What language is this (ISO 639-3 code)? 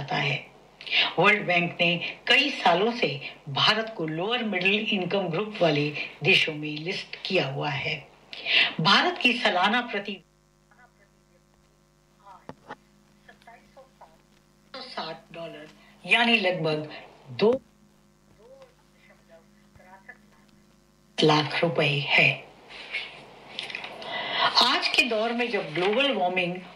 hin